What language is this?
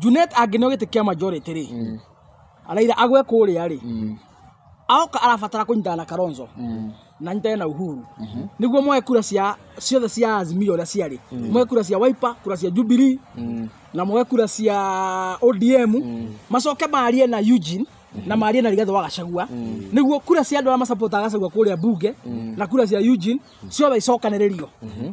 Kikuyu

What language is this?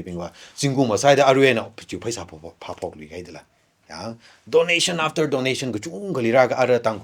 Tangkhul Naga (India)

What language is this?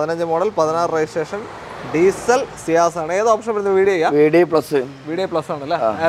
Malayalam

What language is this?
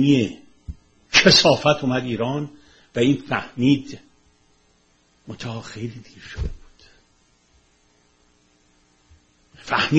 Persian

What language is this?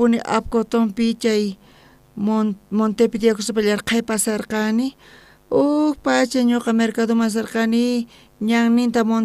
South Bolivian Quechua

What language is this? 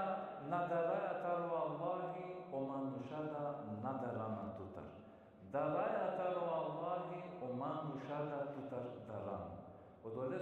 Balkan Romani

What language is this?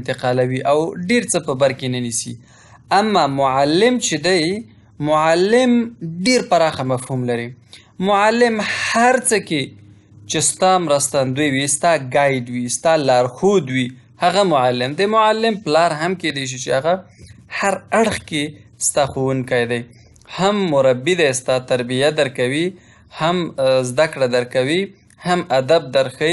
Pashto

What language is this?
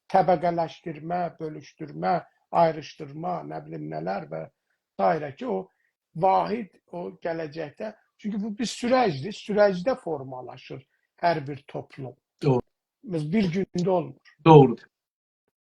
South Azerbaijani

